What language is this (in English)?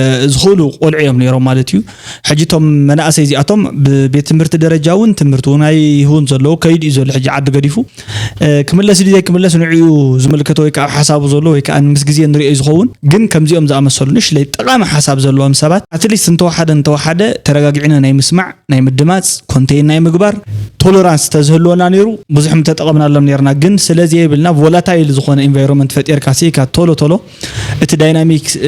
Tigrinya